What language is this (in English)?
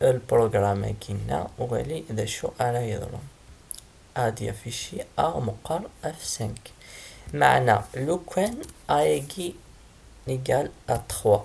Kabyle